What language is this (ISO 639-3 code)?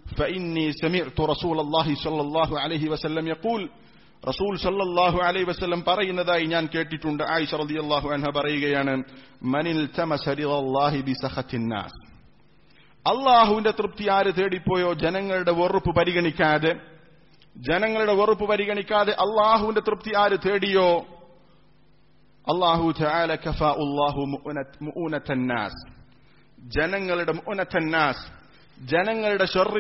mal